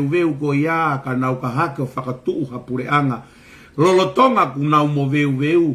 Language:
Tongan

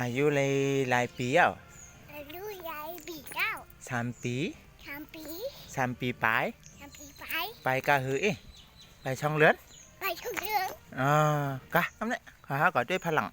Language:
Shan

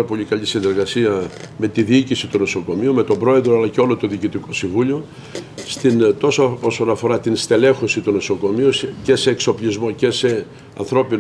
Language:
Greek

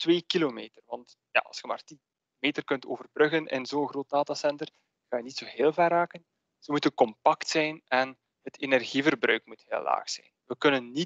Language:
Dutch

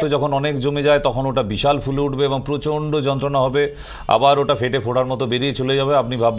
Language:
Bangla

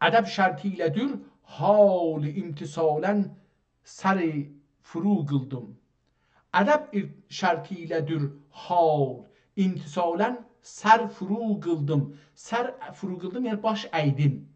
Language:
South Azerbaijani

